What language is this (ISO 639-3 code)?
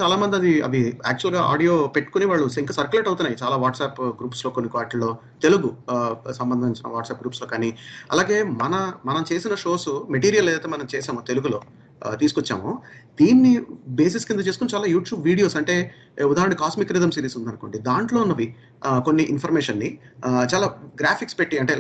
tel